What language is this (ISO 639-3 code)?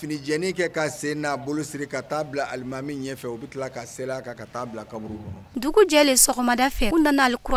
bam